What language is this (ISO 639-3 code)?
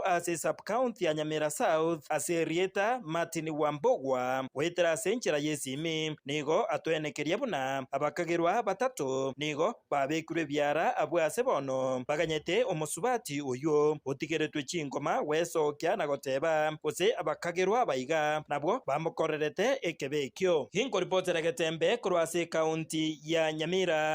guz